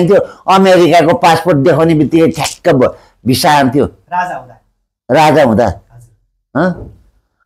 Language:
Nepali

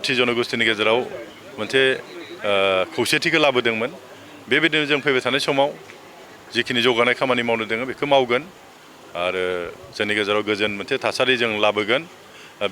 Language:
Bodo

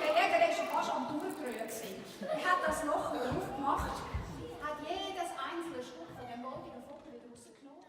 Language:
Swiss German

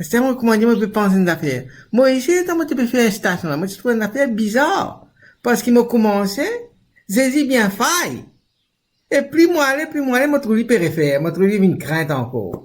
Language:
Morisyen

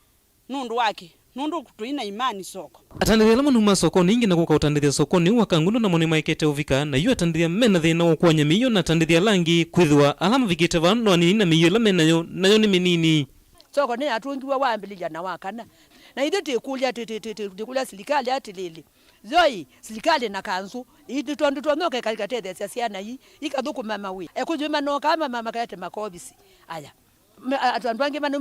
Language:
Kamba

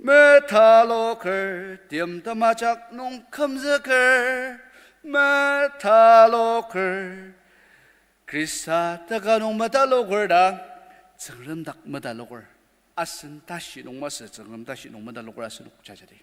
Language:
Ao Naga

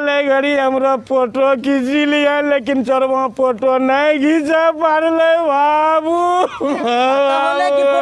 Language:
Angika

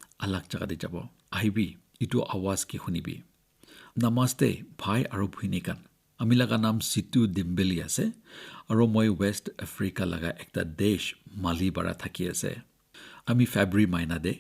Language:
Naga Pidgin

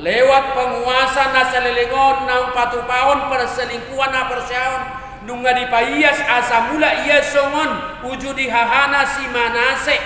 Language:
Batak Toba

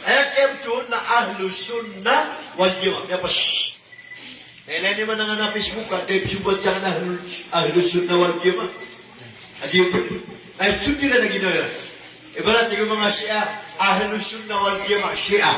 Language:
Maranao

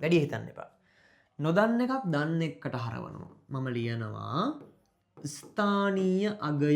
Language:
Sinhala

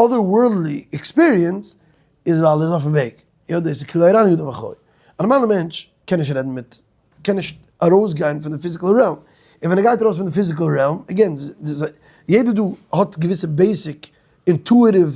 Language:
Yiddish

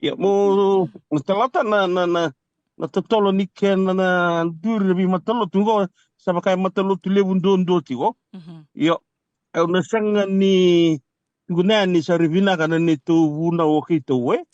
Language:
Fijian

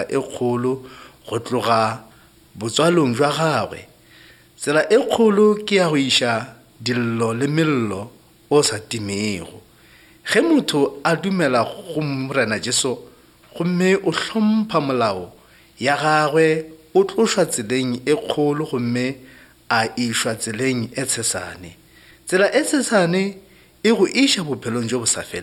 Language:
Northern Sotho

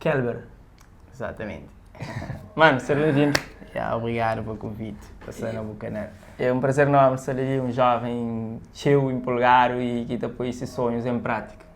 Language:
Kabuverdianu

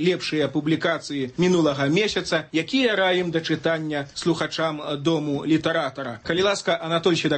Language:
Belarusian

